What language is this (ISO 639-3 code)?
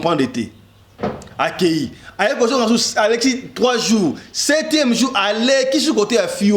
lin